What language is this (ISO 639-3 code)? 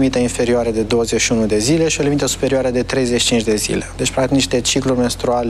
ron